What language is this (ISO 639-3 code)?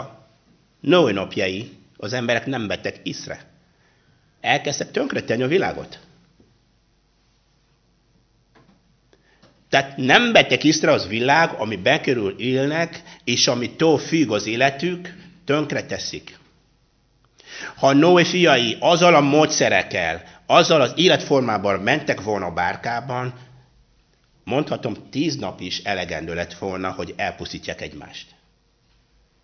hun